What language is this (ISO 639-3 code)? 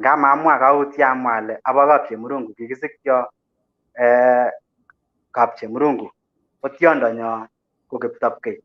kln